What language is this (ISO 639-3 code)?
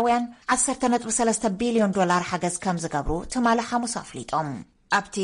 tir